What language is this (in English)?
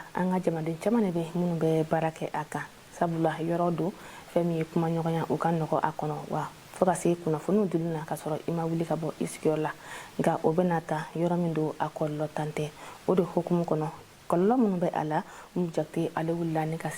Bambara